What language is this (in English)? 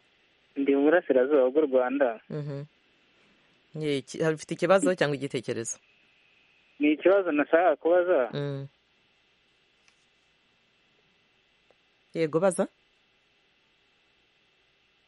Kinyarwanda